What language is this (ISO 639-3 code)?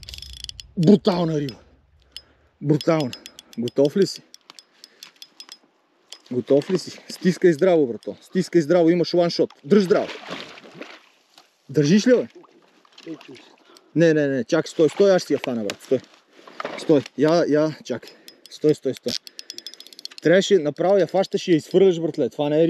bul